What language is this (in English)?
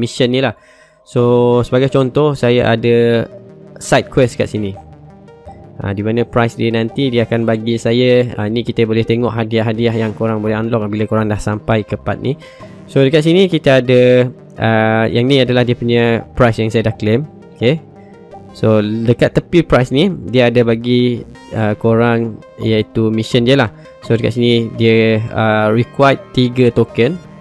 Malay